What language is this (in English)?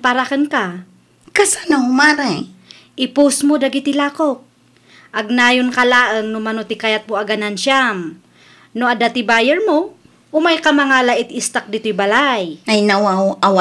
Iloko